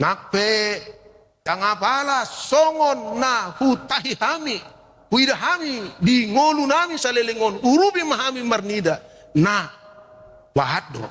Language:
Batak Toba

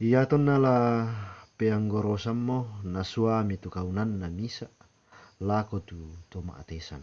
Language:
Toraja-Sa'dan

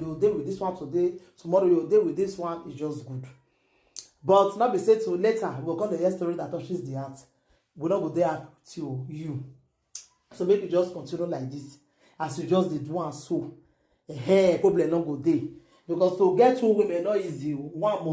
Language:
Nigerian Pidgin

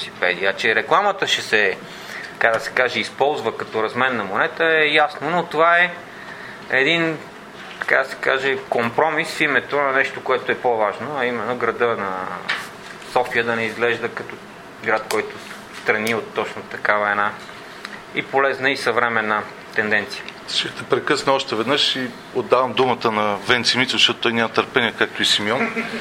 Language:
Bulgarian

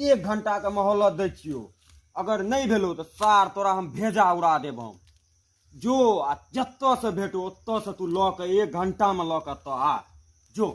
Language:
Maithili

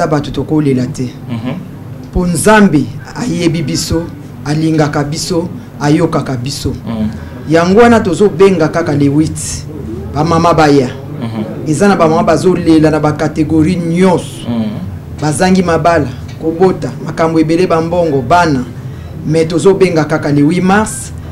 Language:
Lingala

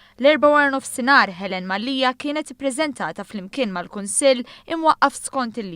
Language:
Maltese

